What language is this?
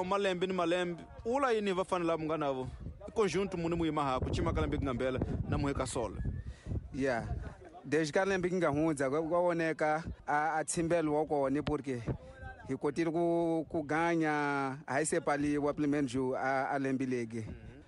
Tsonga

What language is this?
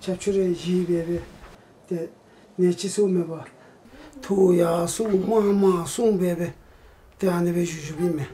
Tibetan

